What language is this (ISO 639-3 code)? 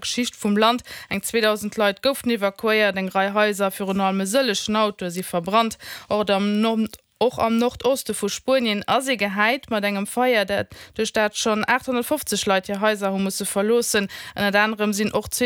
ltz